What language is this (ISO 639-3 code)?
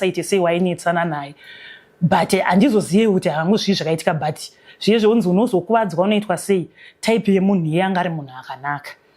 sna